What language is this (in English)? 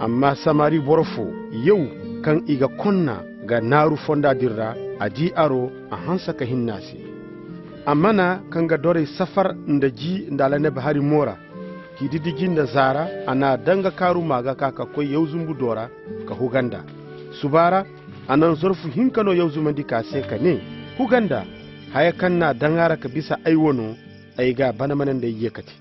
Koyraboro Senni